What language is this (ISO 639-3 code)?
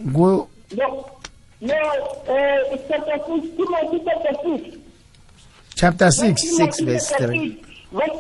nbl